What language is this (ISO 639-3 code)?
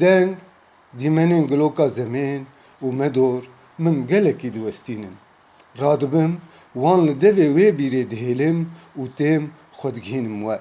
kur